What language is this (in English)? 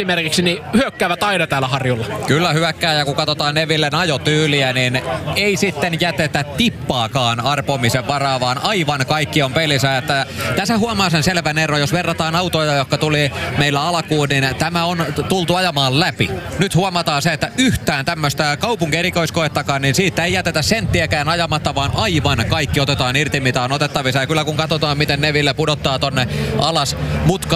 Finnish